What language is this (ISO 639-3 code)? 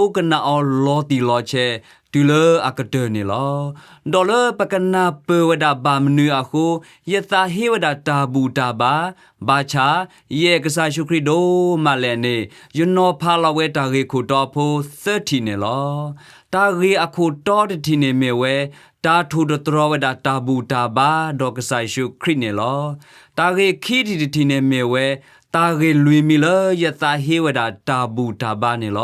ksw